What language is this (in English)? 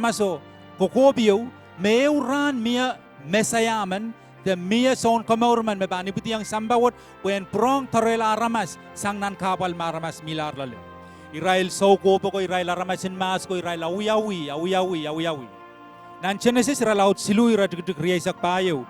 Pohnpeian